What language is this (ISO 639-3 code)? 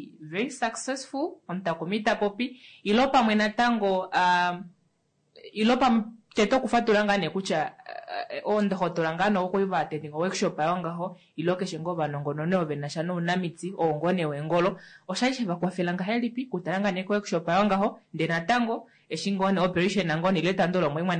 kua